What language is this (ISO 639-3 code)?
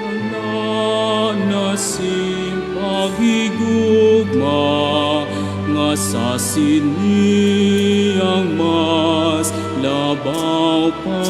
hil